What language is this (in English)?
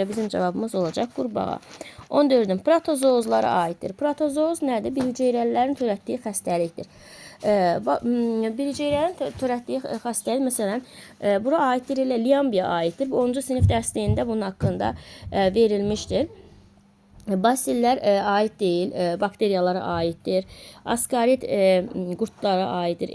Azerbaijani